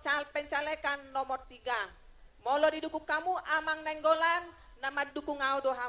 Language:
Batak Toba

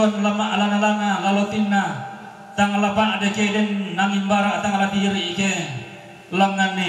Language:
Toraja-Sa'dan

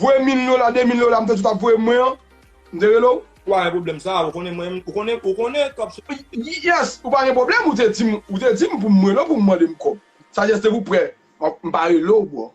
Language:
Haitian Creole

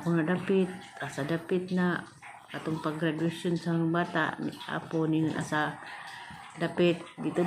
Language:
Cebuano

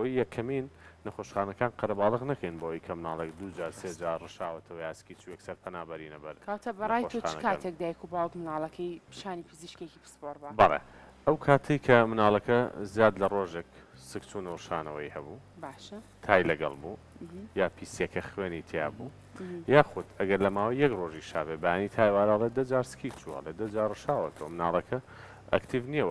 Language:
Central Kurdish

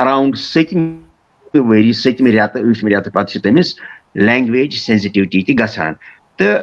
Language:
Kashmiri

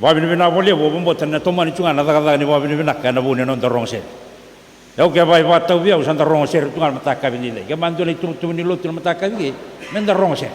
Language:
Fijian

